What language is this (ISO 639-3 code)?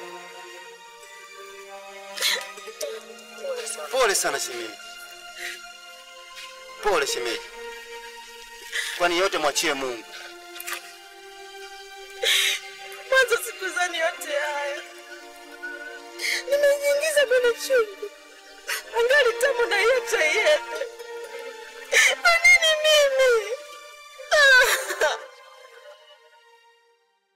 swa